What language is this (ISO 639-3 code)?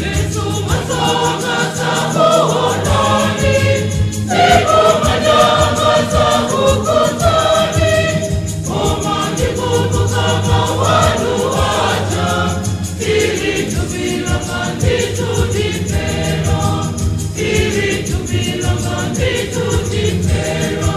nya